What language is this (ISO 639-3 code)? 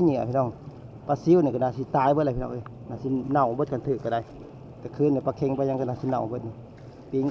tts